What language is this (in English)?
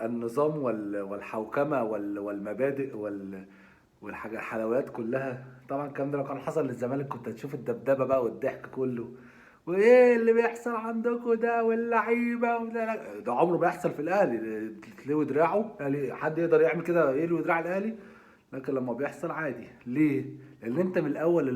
Egyptian Arabic